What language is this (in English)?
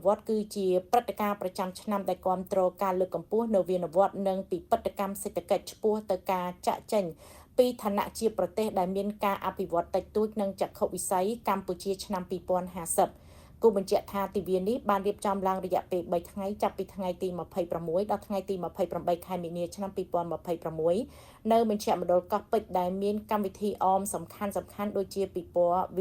Khmer